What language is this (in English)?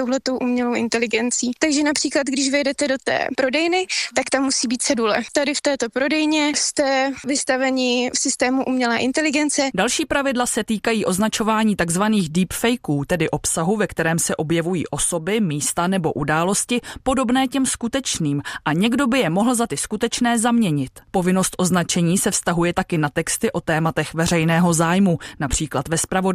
Czech